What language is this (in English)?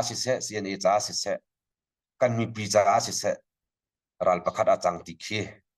Hakha Chin